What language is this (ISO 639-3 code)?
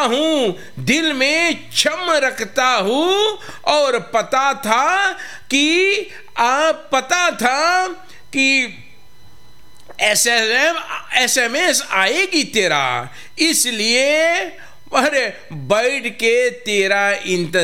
hin